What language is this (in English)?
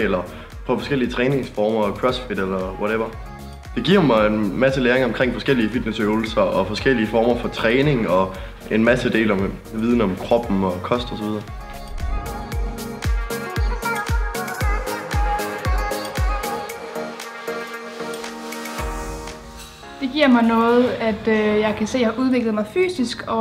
Danish